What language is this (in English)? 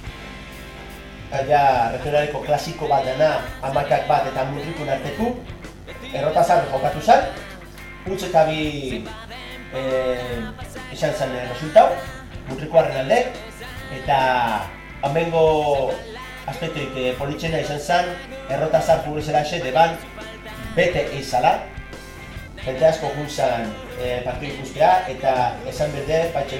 Basque